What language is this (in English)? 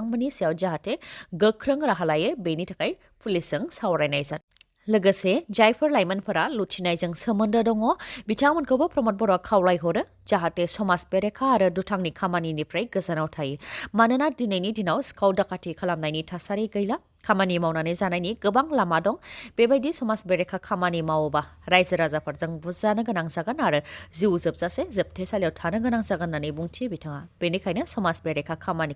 Bodo